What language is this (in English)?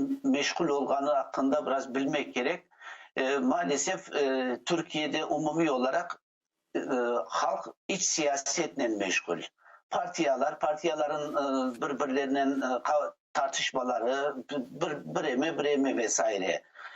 Crimean Tatar